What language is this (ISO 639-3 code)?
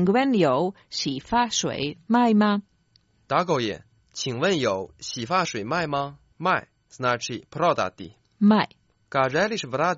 hrv